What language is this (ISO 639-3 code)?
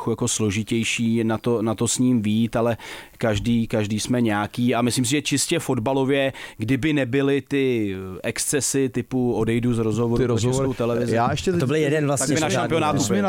ces